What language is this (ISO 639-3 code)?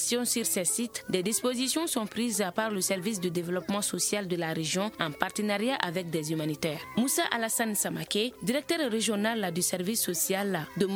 fra